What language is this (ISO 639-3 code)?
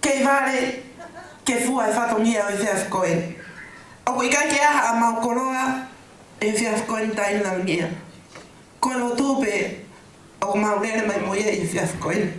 ton